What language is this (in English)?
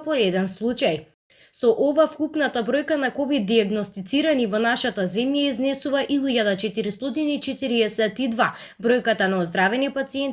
Macedonian